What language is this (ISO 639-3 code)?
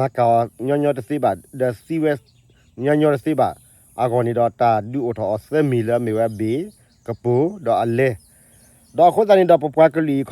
ksw